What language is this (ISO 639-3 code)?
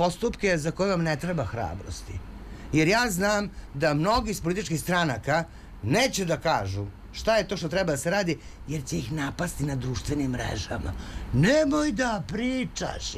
srp